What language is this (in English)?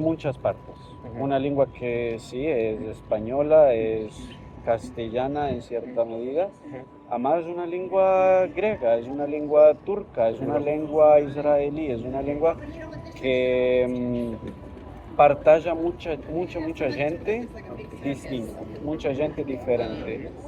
Ladino